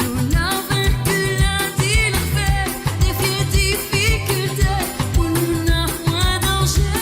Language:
Morisyen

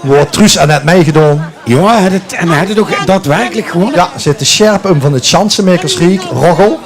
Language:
Limburgish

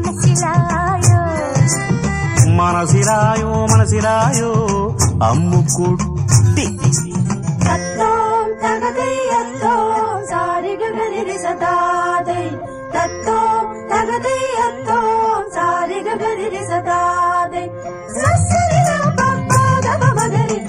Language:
Telugu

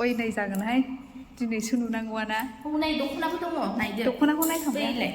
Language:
Bodo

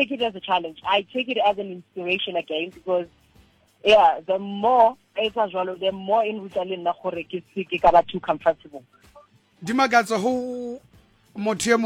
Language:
Southern Sotho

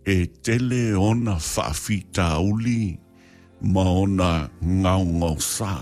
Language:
Samoan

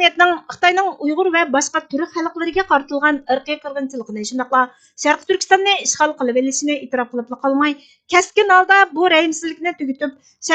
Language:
Uyghur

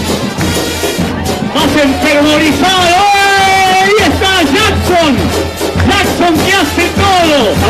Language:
Spanish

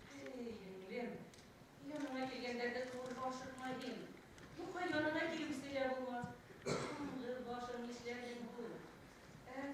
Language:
Bashkir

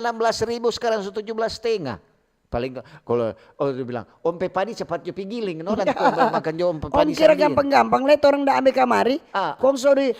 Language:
Manado Malay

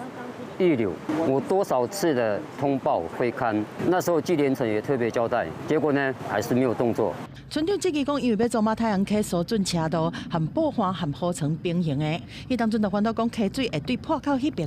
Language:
Min Nan Chinese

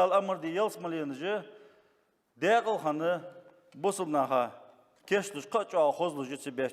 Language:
Ingush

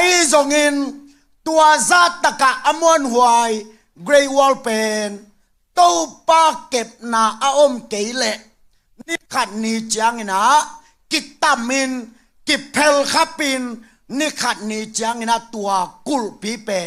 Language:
Tedim Chin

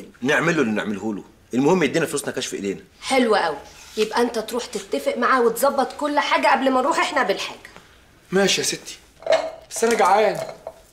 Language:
Egyptian Arabic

